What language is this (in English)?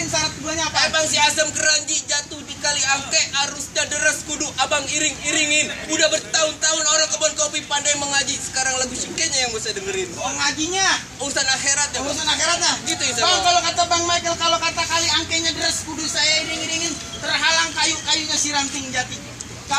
Betawi